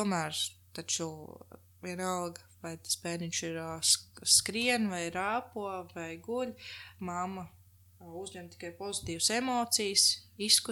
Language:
Latvian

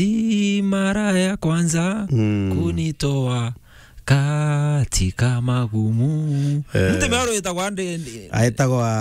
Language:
Meru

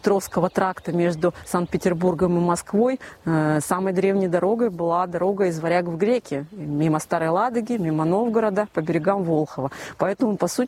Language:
Russian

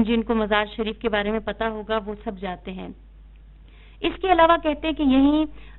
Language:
Urdu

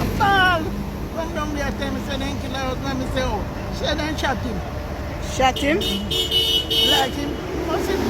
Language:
Jamaican Creole English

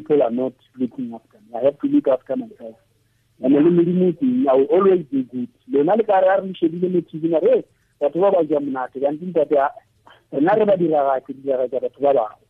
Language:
Tswana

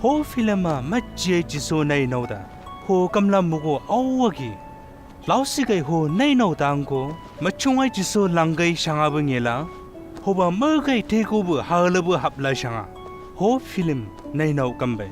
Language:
Chang Naga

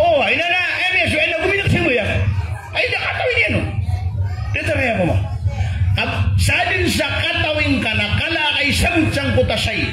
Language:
Maranao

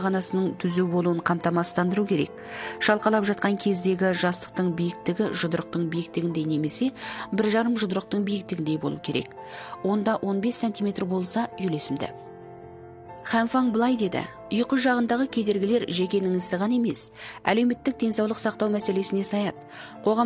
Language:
Kazakh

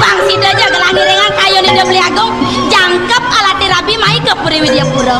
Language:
Balinese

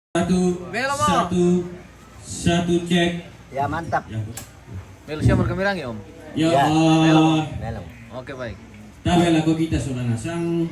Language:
Toraja-Sa'dan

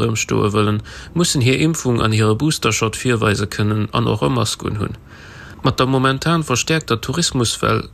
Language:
Luxembourgish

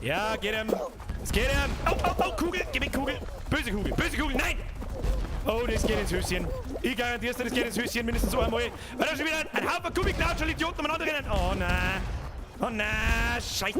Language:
Bavarian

